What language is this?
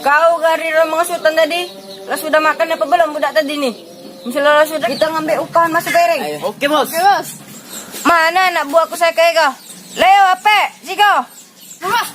Musi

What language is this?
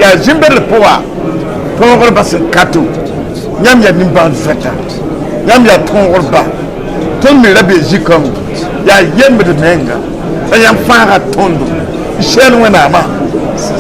Mossi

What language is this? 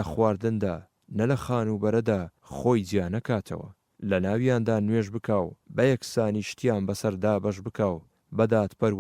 Central Kurdish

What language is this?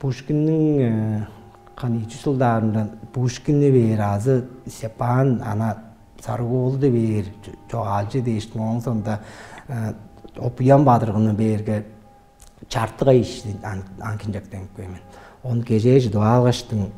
Tuvinian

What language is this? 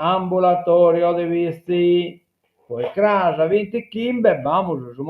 Sardinian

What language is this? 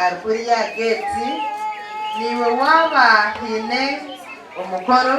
Nyankole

